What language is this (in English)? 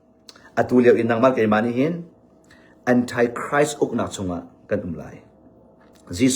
Hakha Chin